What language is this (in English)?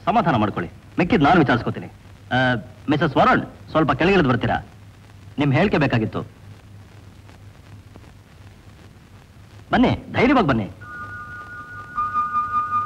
Kannada